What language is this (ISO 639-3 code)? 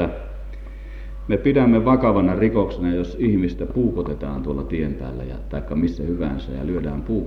fin